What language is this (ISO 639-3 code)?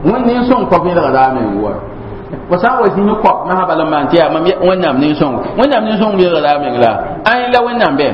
mos